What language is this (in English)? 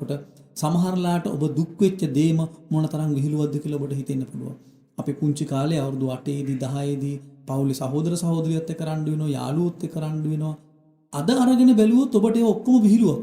Sinhala